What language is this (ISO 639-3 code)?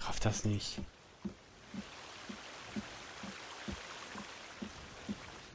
deu